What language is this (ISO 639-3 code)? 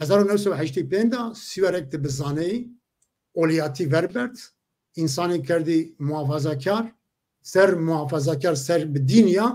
zza